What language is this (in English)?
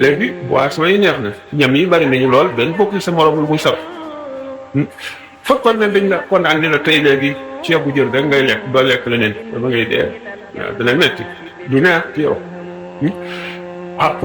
Wolof